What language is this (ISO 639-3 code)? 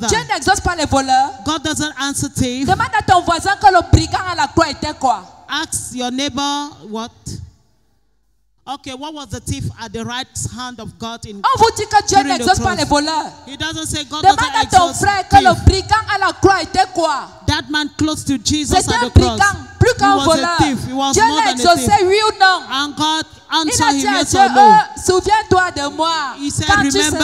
fra